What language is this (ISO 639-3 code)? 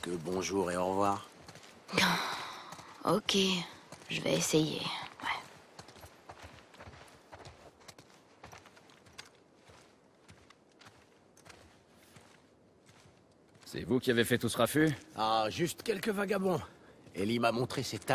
fra